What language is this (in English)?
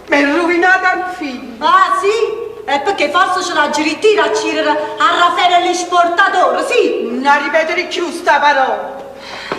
Neapolitan